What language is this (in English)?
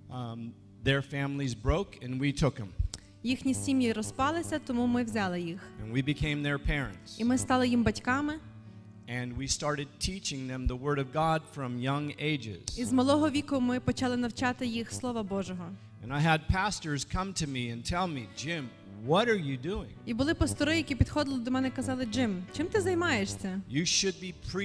Ukrainian